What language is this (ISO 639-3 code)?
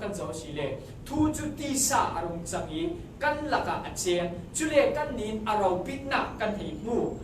cfm